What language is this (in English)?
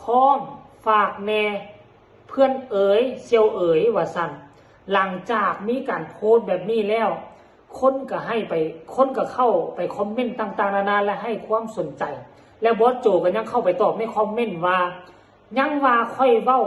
Northeastern Thai